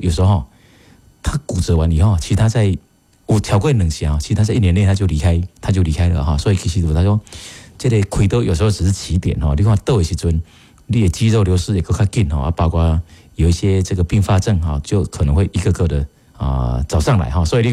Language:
Min Nan Chinese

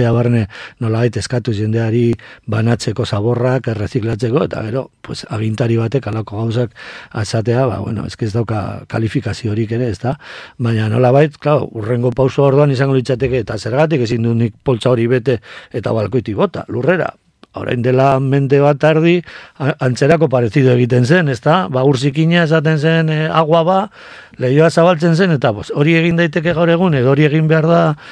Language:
Basque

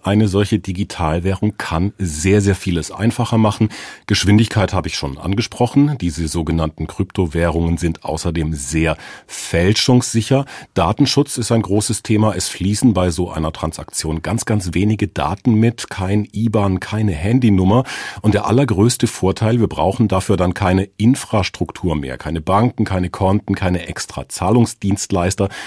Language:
German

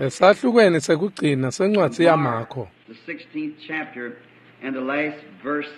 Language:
Swati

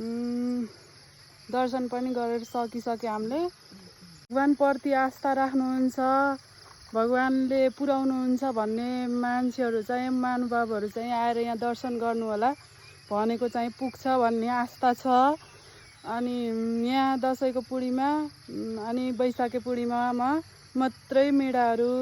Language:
Nepali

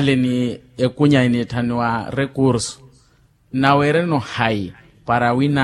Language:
Makhuwa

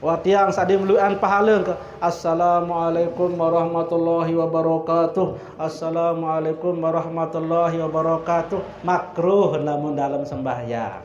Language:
Sasak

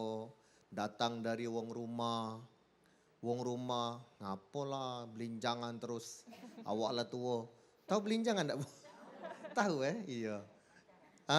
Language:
Musi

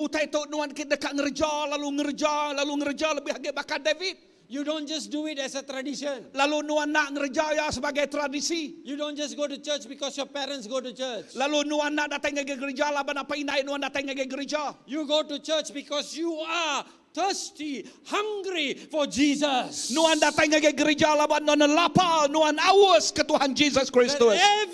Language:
Iban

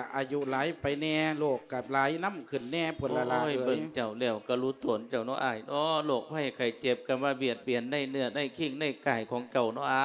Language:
Lao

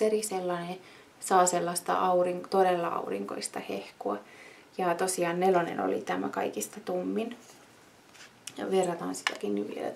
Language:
Finnish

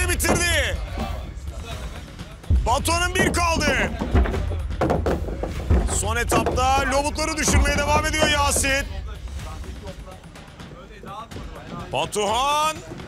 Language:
Turkish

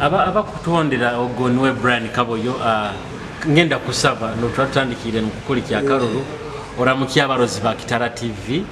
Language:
Nyoro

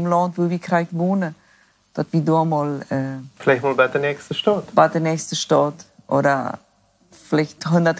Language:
Plautdietsch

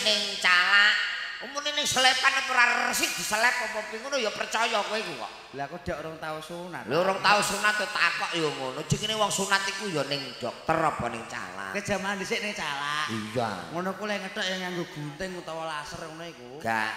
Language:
Javanese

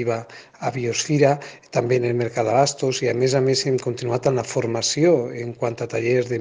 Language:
Catalan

